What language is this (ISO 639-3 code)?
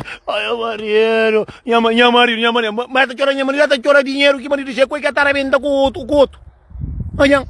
kea